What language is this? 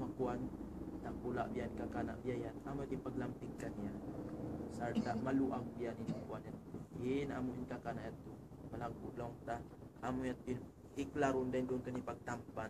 Tausug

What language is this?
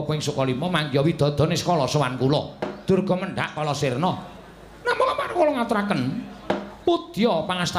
Javanese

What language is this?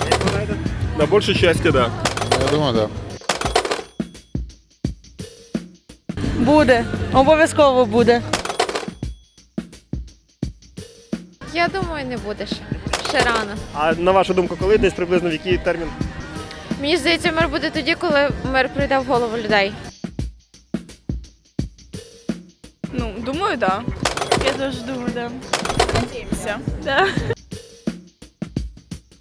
Ukrainian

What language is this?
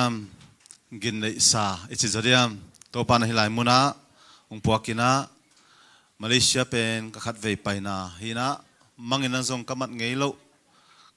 Tedim Chin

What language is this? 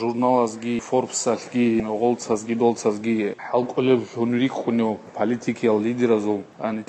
Avaric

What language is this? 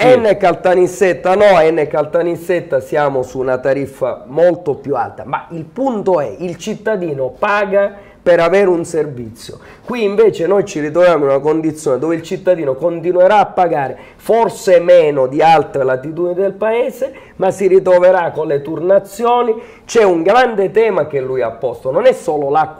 Italian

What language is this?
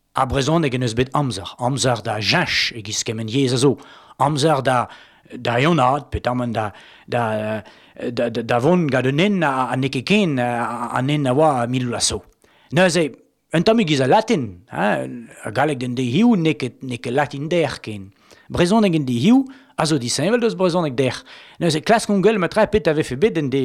Breton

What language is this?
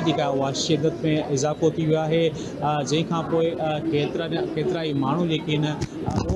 Sindhi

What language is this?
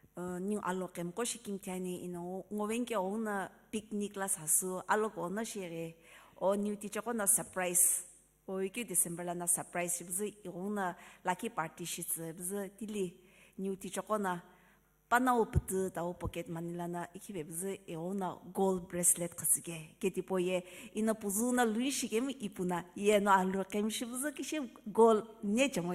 Sumi Naga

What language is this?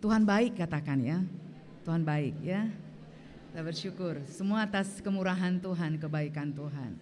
Batak Karo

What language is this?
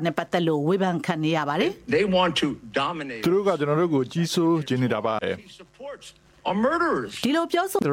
Burmese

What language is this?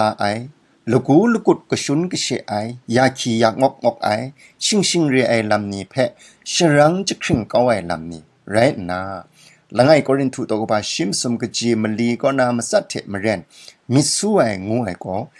Kachin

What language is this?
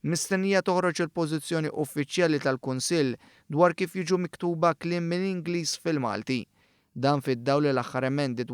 Maltese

